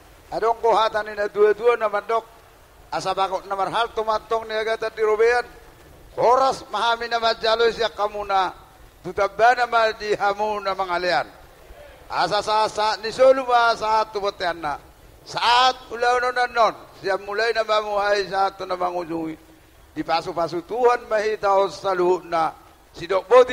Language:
Batak Toba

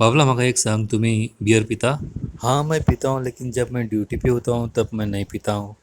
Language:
Konkani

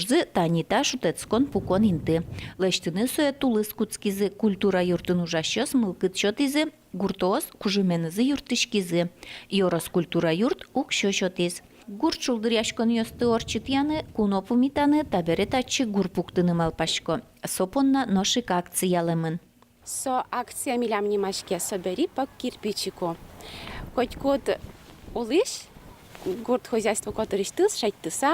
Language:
Udmurt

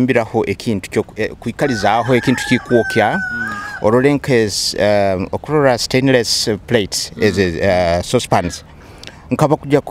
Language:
Nyoro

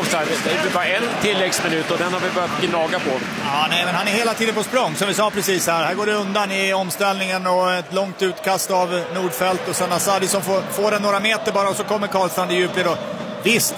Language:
Swedish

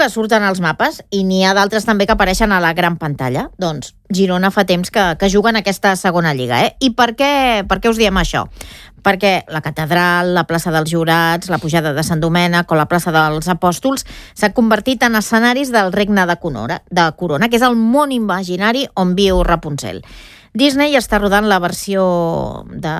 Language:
Catalan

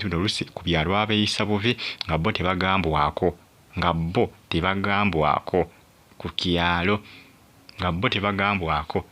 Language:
Ganda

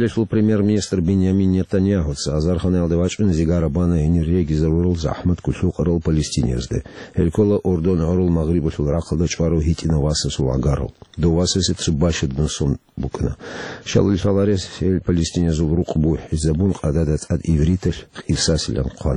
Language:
Avaric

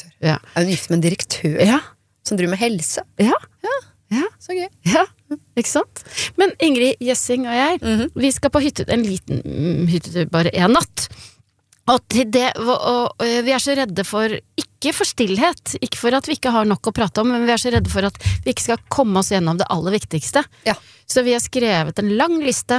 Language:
Norwegian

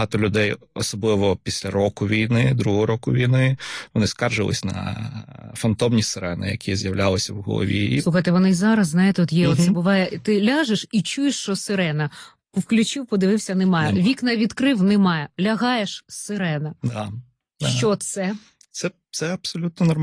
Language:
Ukrainian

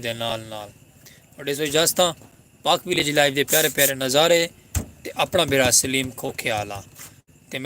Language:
Saraiki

